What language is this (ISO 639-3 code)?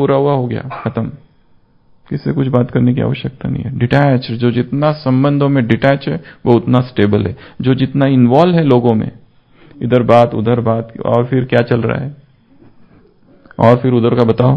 hin